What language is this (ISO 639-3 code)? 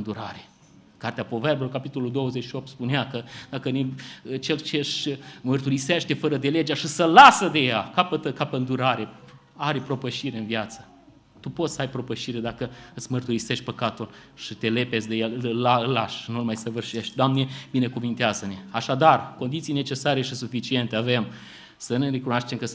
ron